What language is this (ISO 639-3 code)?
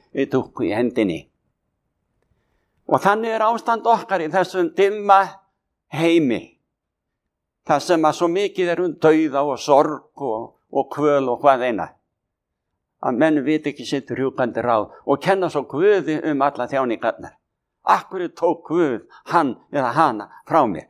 isl